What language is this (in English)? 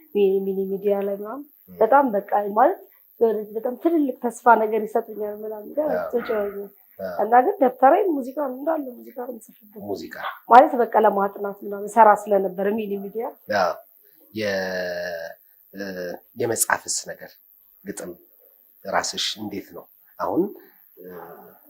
Amharic